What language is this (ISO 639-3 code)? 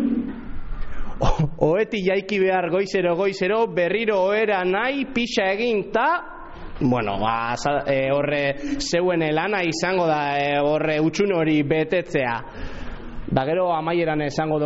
eus